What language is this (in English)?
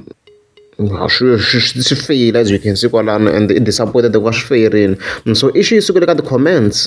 Tsonga